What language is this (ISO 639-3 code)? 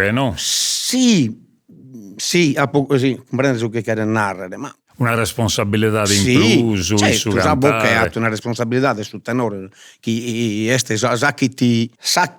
srd